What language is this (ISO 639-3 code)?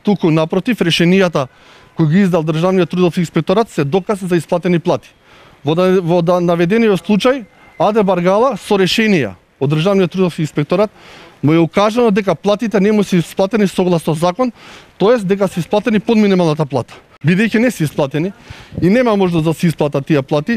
mkd